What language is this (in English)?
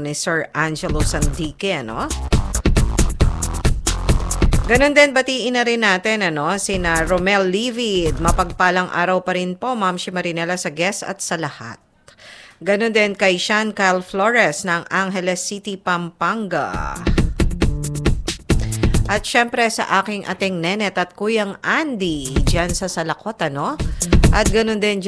Filipino